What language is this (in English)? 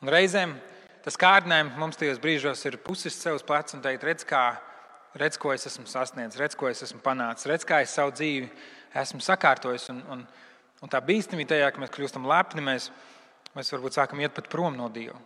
Latvian